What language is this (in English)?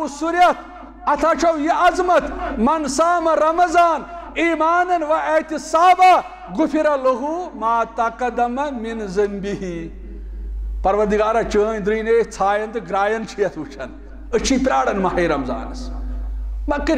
Kashmiri